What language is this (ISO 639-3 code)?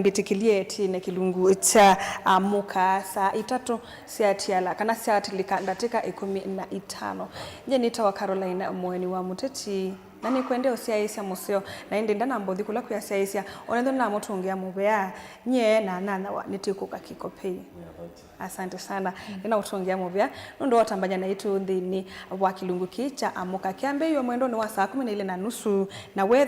kam